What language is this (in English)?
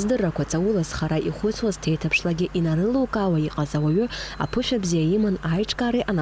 Abkhazian